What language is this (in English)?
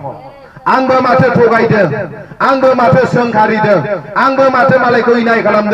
Bodo